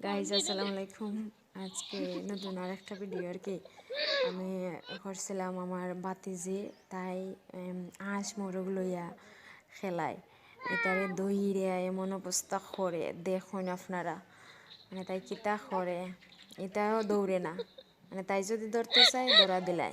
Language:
Sylheti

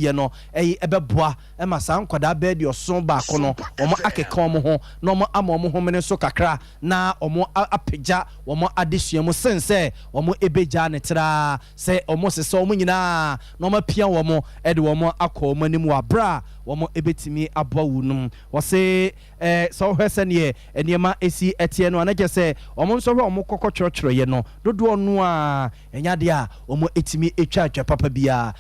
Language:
Akan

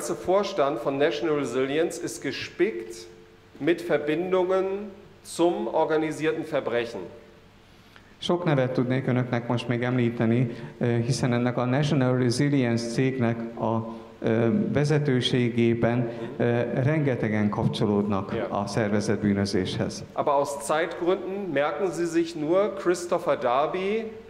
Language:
Hungarian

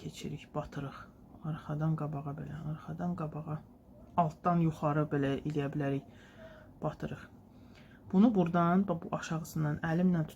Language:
Azerbaijani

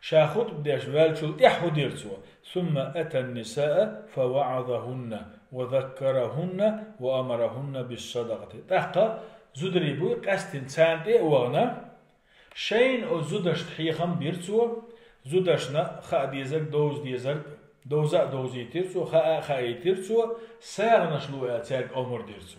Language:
Chechen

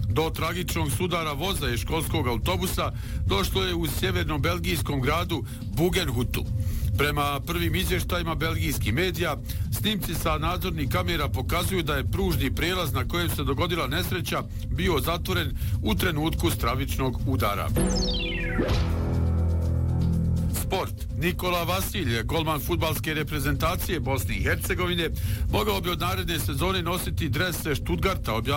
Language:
Bosnian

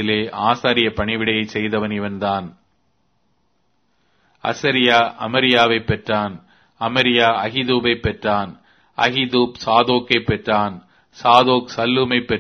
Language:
Tamil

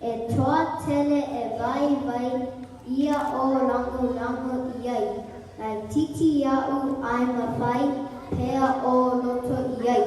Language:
Samoan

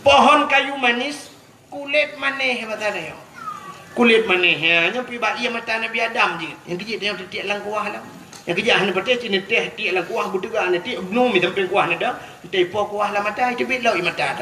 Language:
Achinese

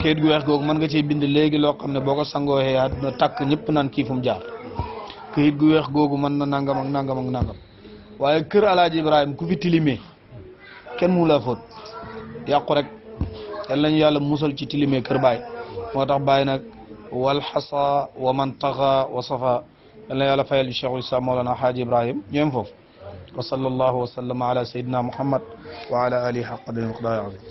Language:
Wolof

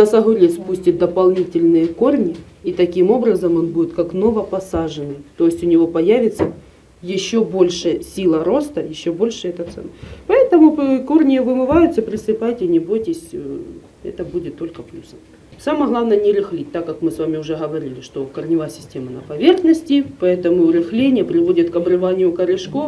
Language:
Russian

